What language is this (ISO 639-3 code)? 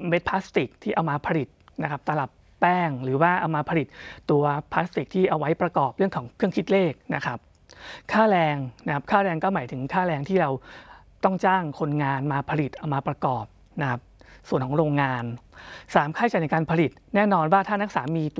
tha